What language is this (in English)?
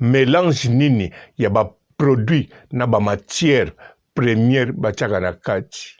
Lingala